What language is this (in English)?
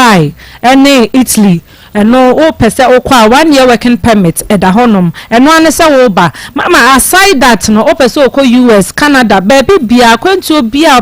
Akan